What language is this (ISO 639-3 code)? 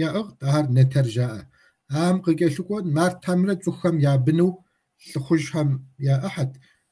kbd